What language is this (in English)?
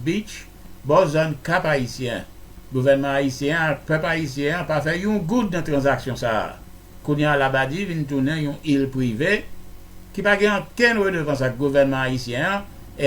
Haitian Creole